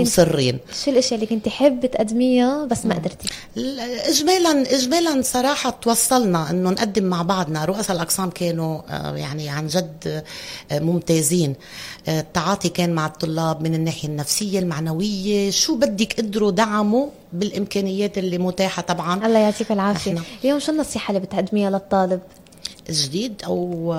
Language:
North Levantine Arabic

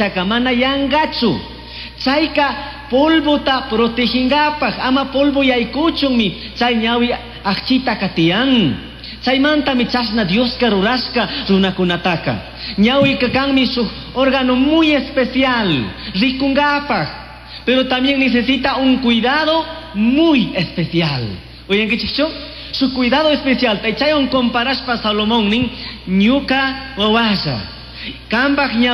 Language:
Chimborazo Highland Quichua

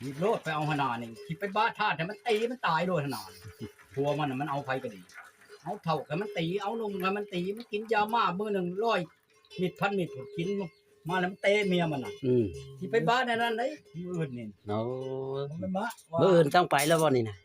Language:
Northeastern Thai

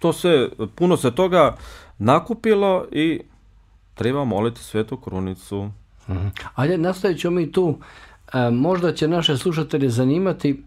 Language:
Bosnian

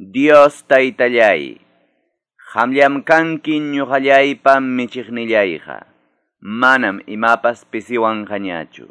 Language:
Quechua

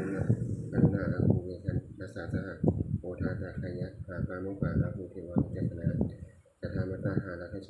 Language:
Pali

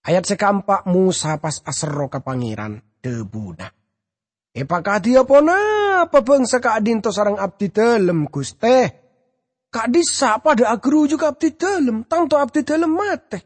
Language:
Madurese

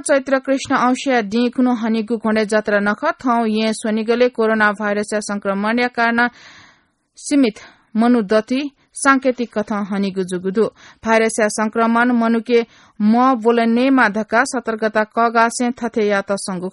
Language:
Newari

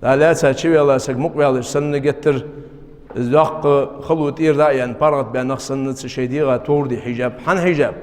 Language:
Ingush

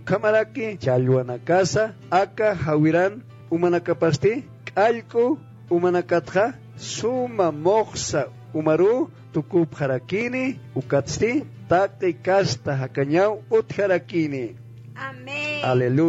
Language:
Aymara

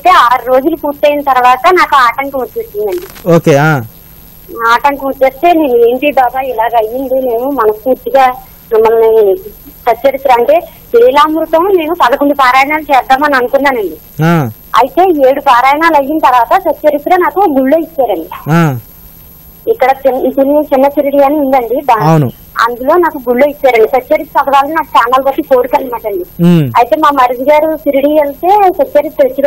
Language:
Telugu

